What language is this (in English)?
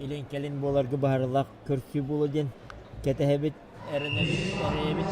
Yakut